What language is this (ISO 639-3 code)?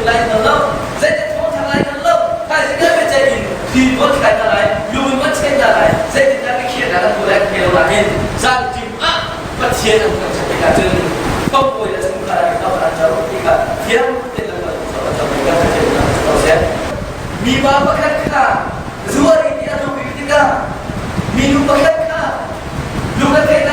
cnh